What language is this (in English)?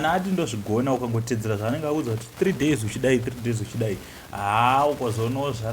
Shona